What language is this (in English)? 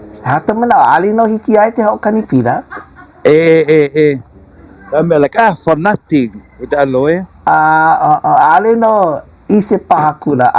Hawaiian